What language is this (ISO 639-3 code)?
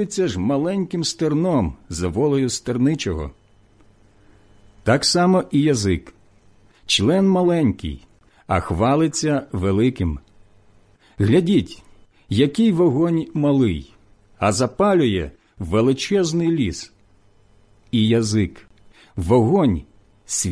ukr